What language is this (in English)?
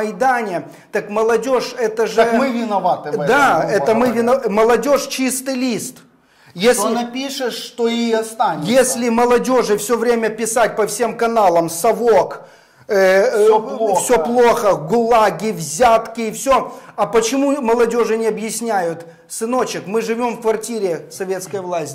Russian